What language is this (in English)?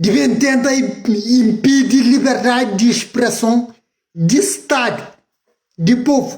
Kabuverdianu